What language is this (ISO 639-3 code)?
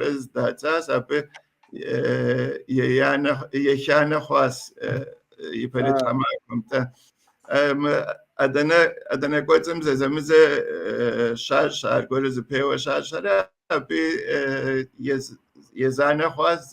kbd